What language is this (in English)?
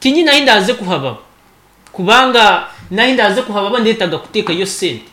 Nyankole